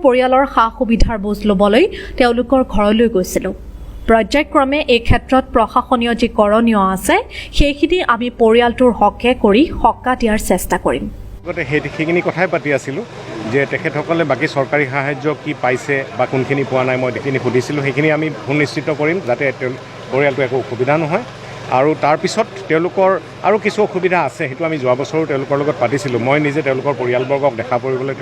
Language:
Assamese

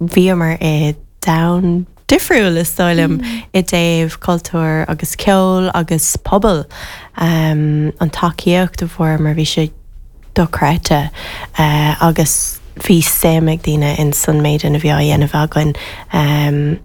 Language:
Irish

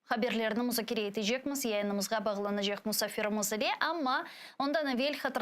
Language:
Crimean Tatar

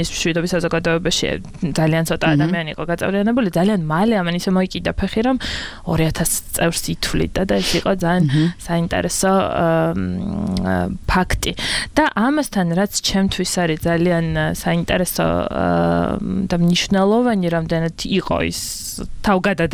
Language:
Georgian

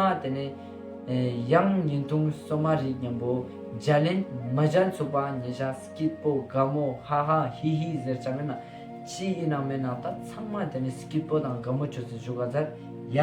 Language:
Ladakhi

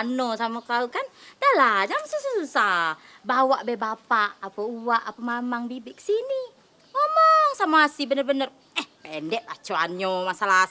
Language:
Musi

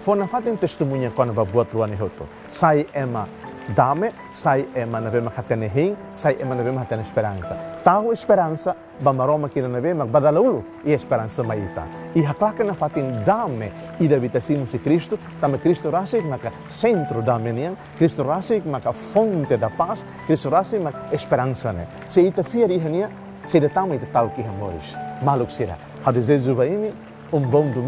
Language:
Tetum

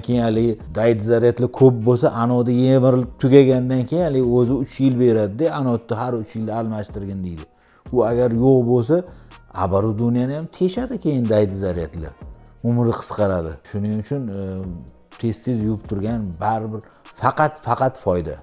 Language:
Uzbek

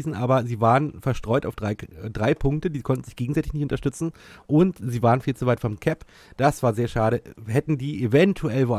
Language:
German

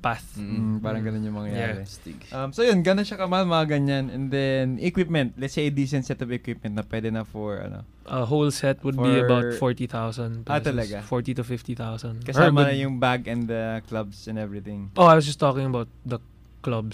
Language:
Filipino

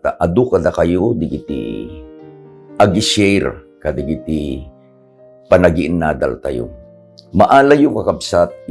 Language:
Iloko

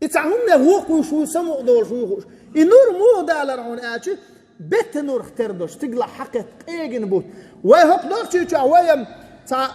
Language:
Chechen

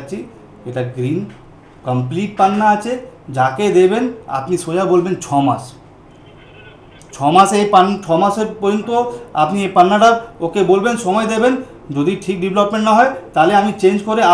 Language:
Bangla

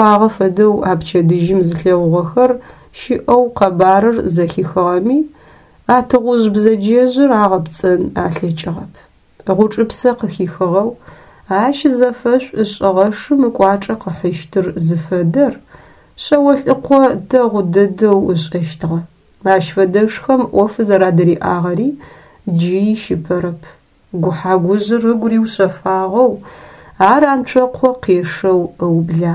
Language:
Adyghe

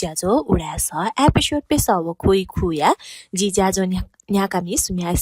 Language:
Newari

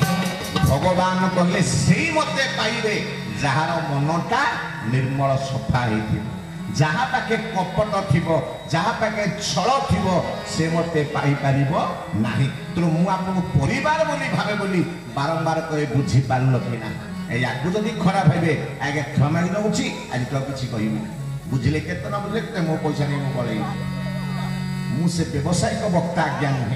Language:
Odia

